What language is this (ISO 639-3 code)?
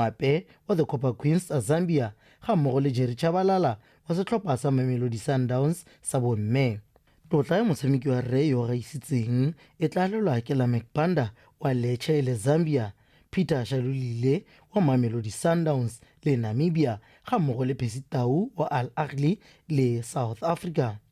tsn